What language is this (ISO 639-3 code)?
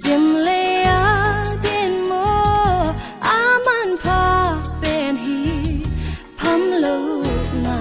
pck